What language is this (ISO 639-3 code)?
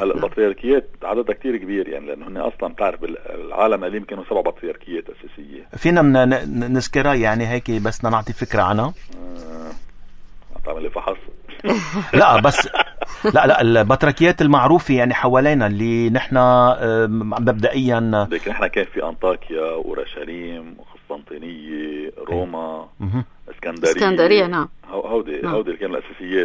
apc